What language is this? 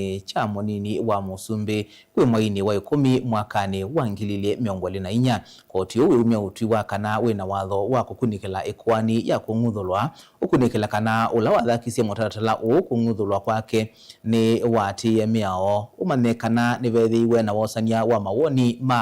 Kamba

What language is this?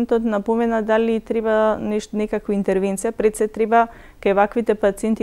Macedonian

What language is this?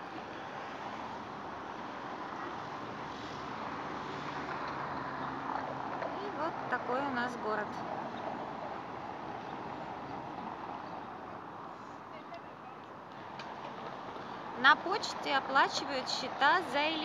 Russian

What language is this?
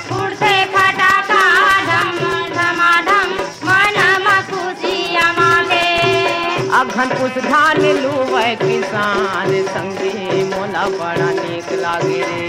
Chhattisgarhi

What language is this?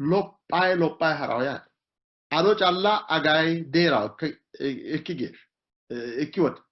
Sidamo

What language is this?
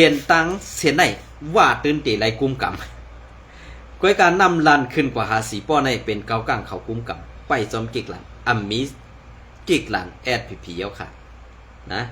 Shan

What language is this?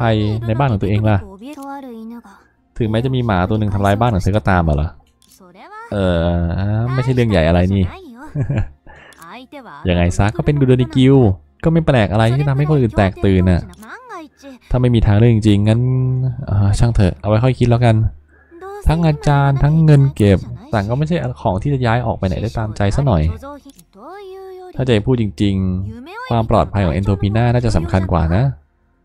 Thai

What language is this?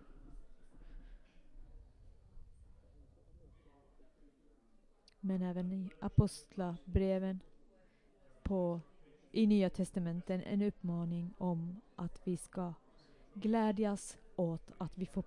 Swedish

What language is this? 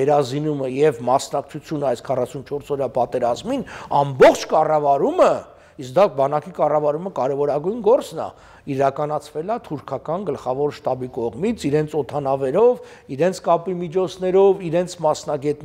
Armenian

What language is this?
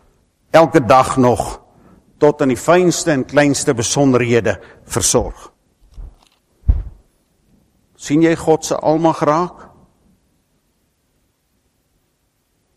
Afrikaans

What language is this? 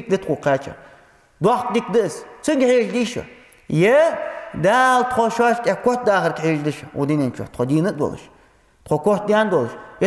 Ingush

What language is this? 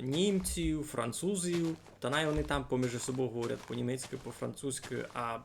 Rusyn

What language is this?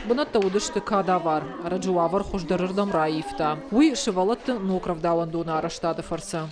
Ossetic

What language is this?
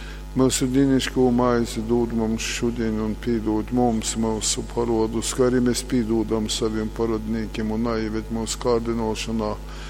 Latgalian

